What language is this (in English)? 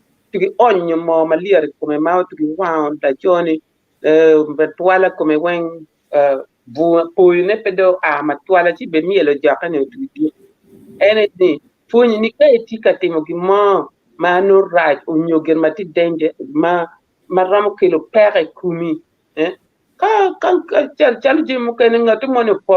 Acoli